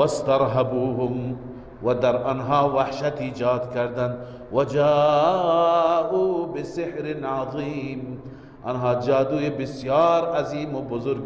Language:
Persian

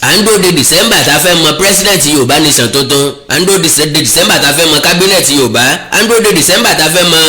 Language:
Yoruba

